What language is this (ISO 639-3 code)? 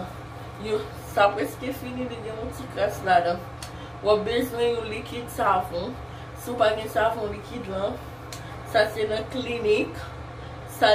hat